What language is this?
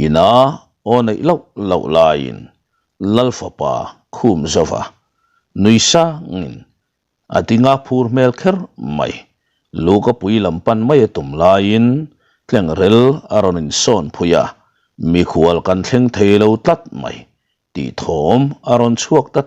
Mizo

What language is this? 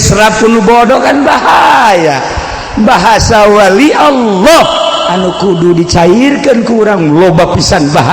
Sundanese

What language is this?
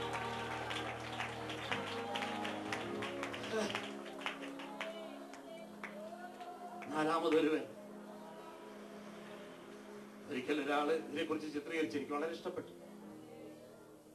Malayalam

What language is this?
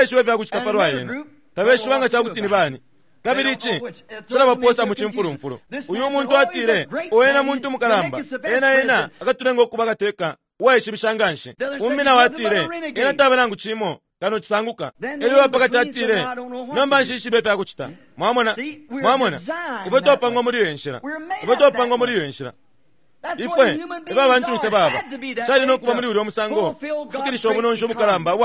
Bemba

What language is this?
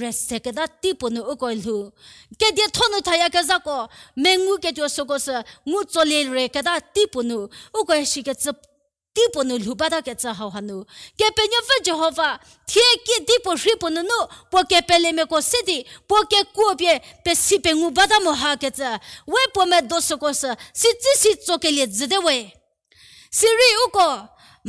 Angami Naga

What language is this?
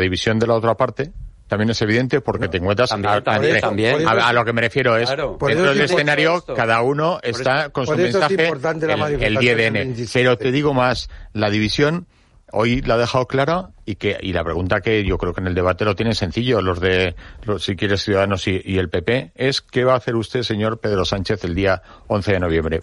Spanish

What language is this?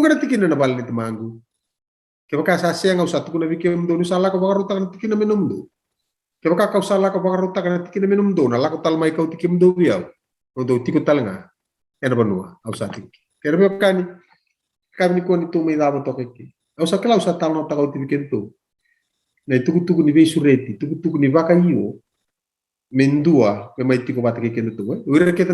Fijian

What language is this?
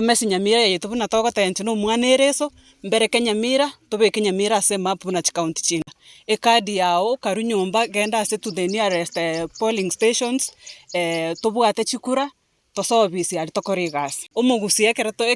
Gusii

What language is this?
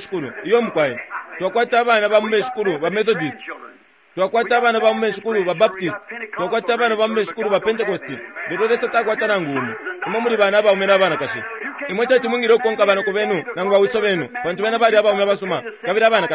Bemba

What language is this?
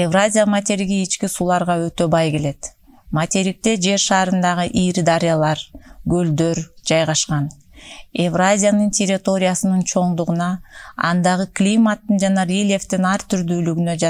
Kyrgyz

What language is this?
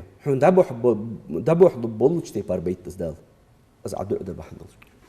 Ingush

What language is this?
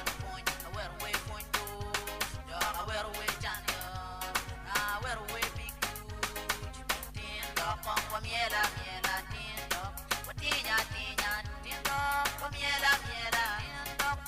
Acoli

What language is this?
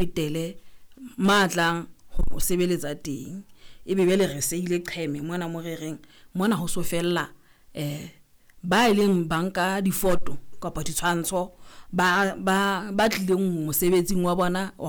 Southern Sotho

